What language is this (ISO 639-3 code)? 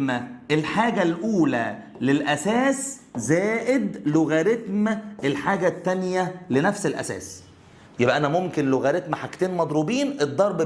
arz